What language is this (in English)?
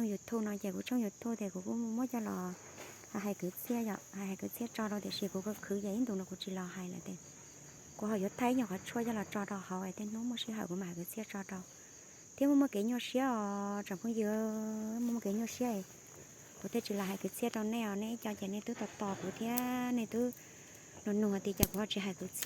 Hmong